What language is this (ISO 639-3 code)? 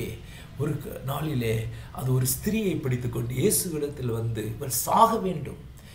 tam